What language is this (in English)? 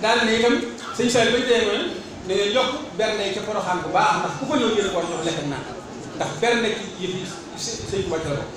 Wolof